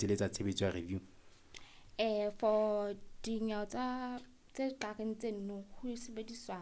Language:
Southern Sotho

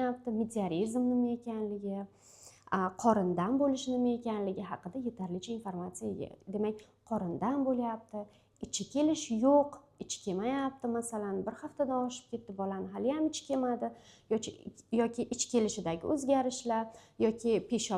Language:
Uzbek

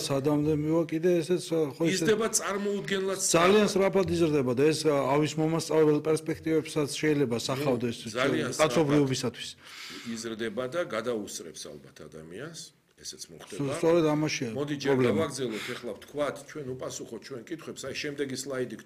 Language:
Georgian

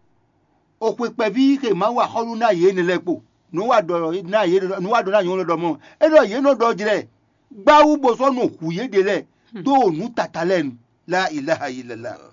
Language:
Fon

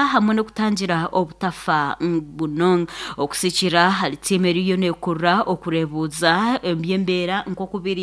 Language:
Nyankole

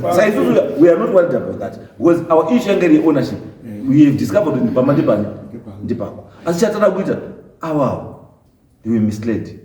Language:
Shona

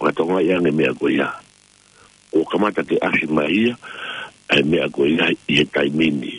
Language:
Tongan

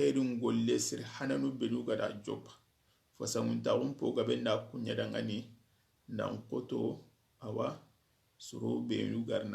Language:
Soninke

